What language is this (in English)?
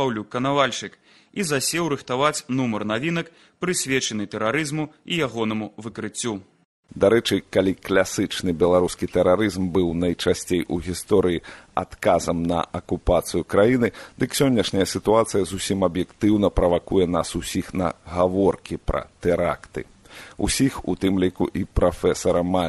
Belarusian